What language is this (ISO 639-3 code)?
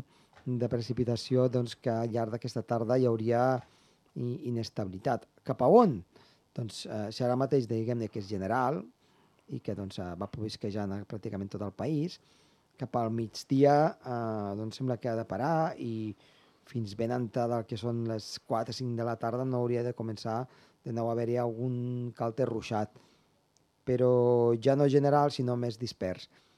cat